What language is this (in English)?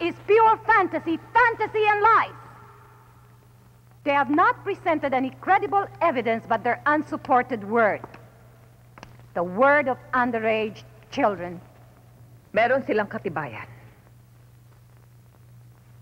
Filipino